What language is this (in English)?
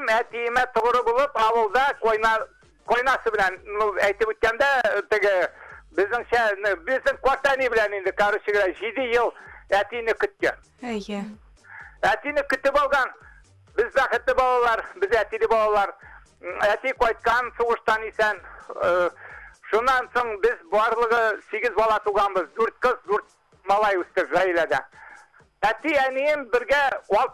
Bashkir